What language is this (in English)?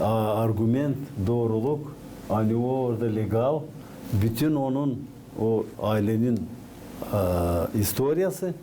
Gagauz